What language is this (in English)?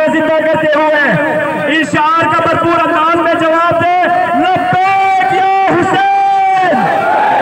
Urdu